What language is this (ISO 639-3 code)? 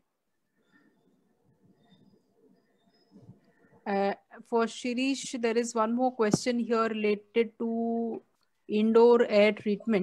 eng